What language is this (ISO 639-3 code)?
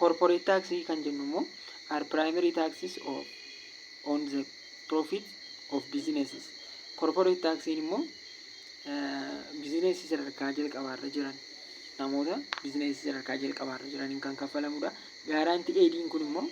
orm